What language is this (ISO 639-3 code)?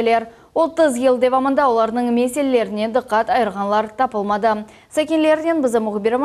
crh